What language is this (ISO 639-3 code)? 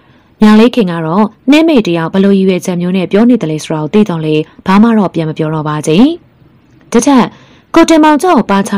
mya